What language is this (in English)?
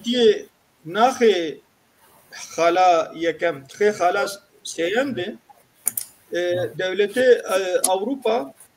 Kurdish